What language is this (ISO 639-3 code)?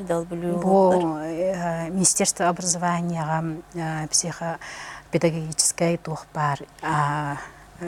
sah